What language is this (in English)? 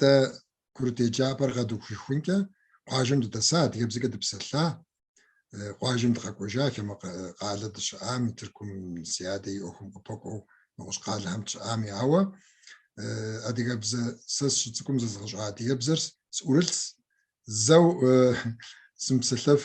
Kabardian